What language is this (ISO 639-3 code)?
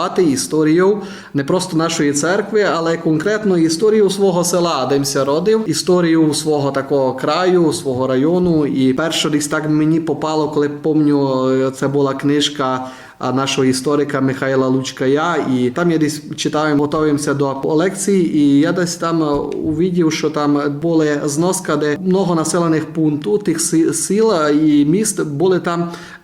rue